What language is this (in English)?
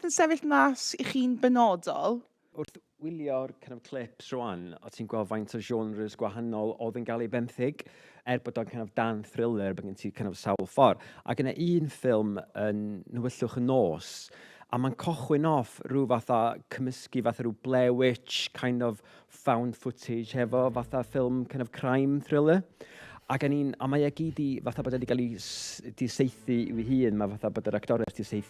Welsh